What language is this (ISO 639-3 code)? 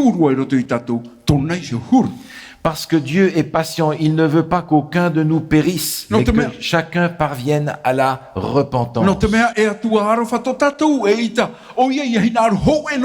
tah